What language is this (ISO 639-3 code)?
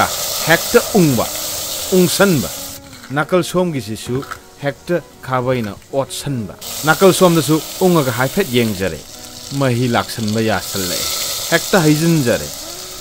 mni